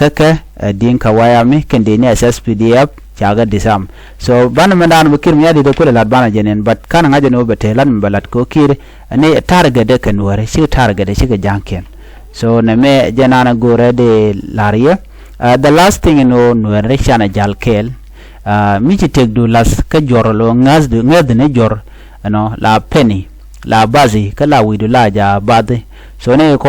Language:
Nuer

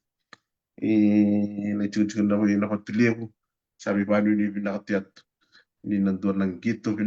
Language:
Fijian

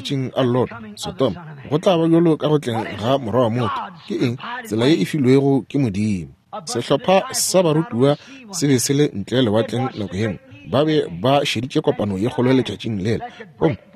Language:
Northern Sotho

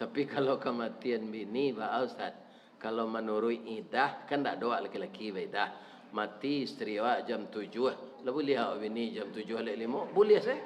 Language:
Minangkabau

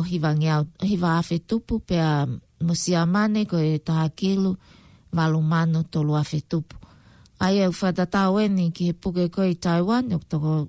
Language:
Tongan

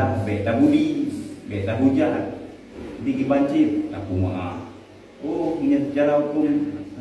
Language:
Achinese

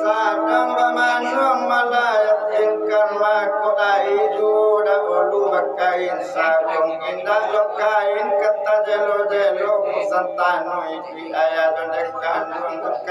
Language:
Minangkabau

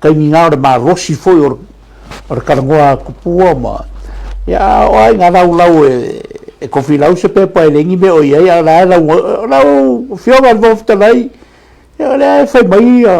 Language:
Samoan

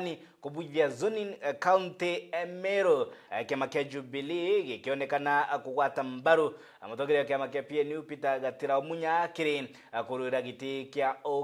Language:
Meru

